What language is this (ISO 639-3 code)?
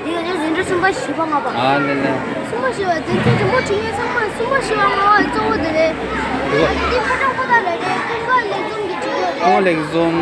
bod